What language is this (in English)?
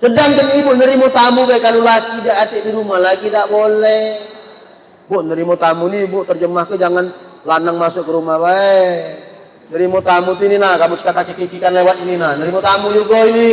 Musi